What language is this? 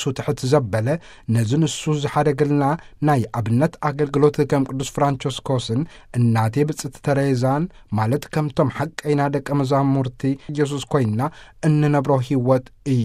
Tigrinya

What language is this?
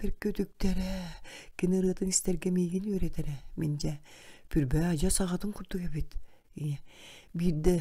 Yakut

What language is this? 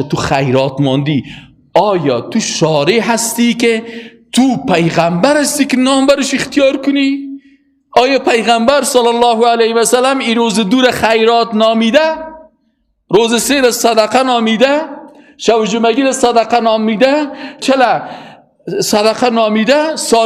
Persian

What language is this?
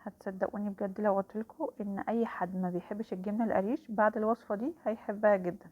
Egyptian Arabic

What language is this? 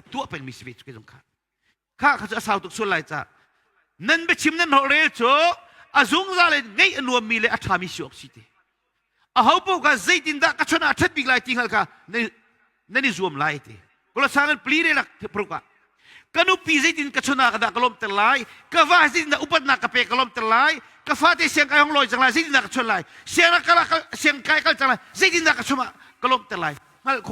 Hakha Chin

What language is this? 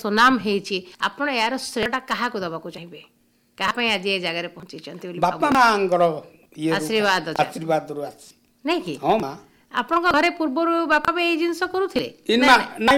Odia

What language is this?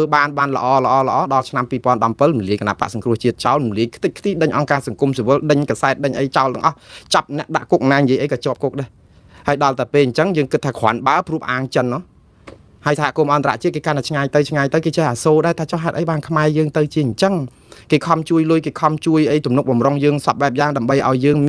Khmer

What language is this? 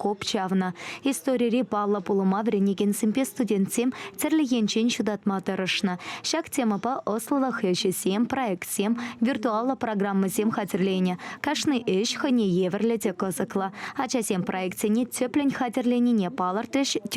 Chuvash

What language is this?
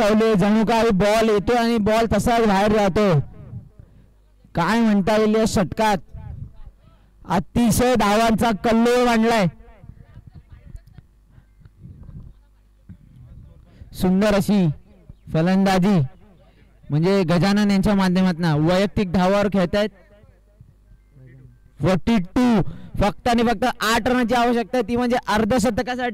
Marathi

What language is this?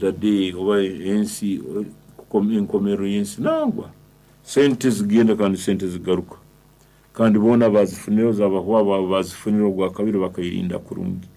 Nyankole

